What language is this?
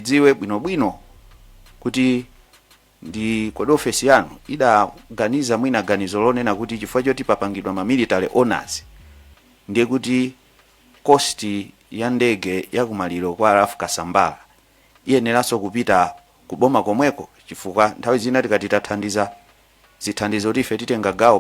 Nyanja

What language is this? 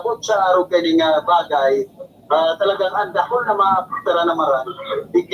Bikol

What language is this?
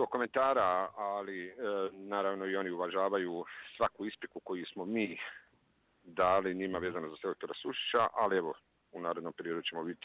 Bosnian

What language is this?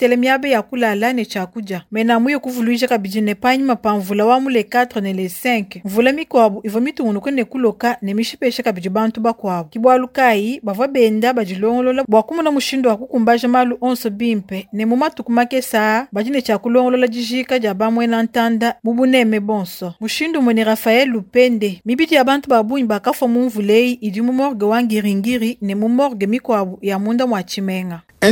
Luba-Lulua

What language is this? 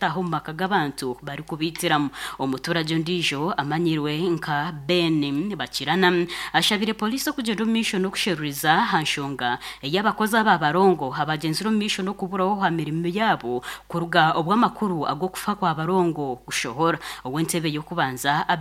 Nyankole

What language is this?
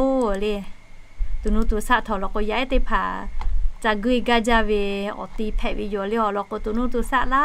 Lahu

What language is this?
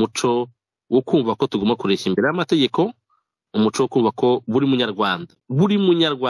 Kinyarwanda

